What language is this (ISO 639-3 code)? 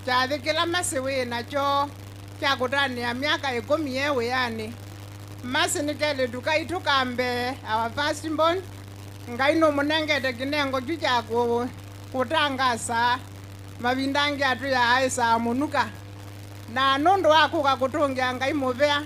kam